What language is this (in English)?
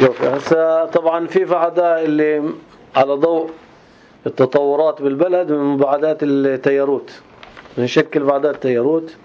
North Levantine Arabic